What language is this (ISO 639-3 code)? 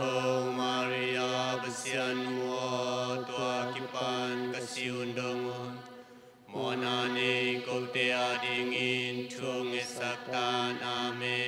ctd